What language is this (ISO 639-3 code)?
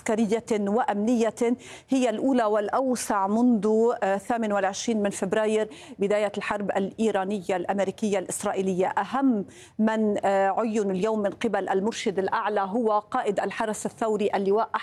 ara